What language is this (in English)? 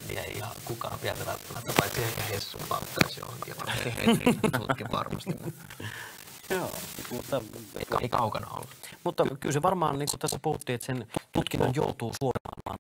Finnish